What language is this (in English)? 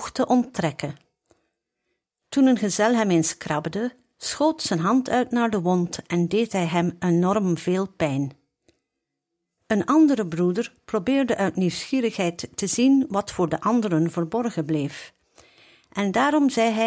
Dutch